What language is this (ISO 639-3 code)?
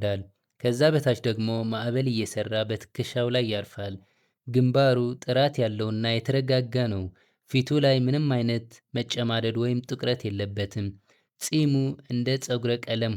amh